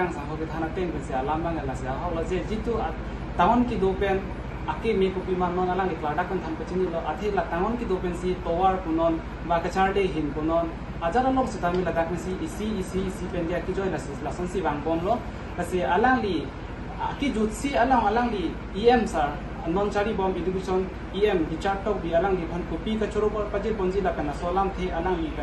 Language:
Karbi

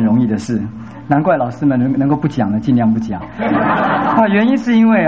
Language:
Chinese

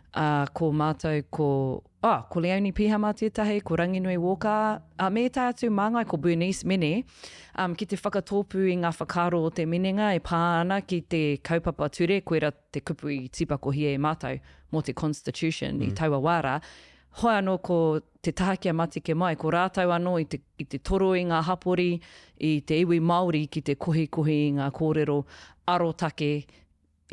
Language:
Māori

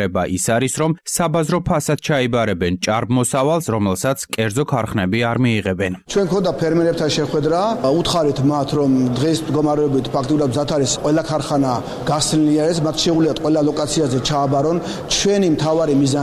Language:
Georgian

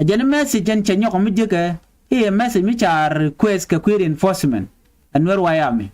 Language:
Nuer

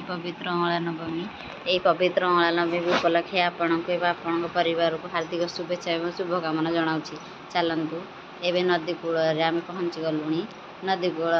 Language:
Odia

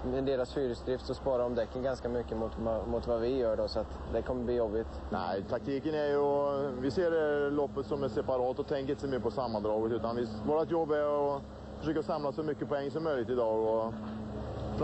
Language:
Swedish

